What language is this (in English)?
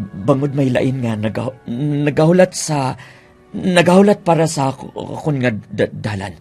Hiligaynon